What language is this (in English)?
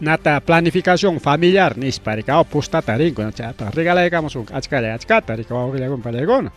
Ayacucho Quechua